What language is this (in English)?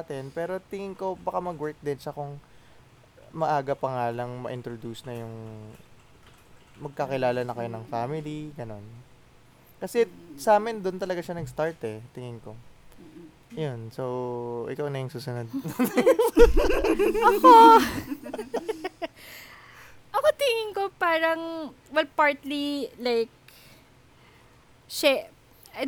Filipino